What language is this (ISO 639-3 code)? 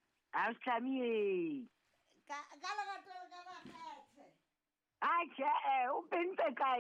sot